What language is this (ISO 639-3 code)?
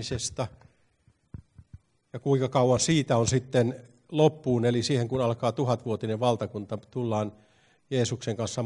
fin